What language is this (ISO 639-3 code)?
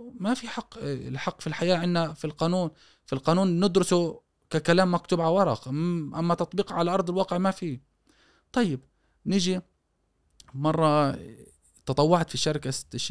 afb